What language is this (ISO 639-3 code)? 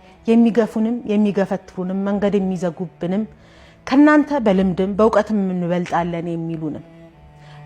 amh